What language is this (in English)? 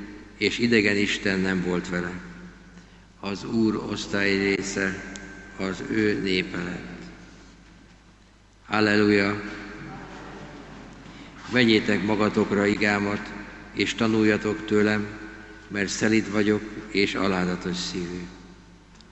Hungarian